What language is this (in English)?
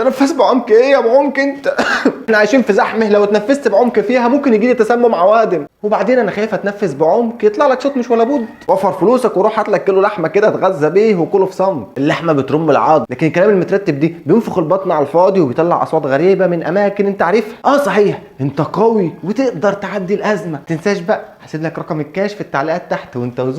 Egyptian Arabic